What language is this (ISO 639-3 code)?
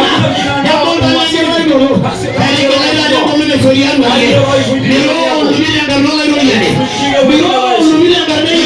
mas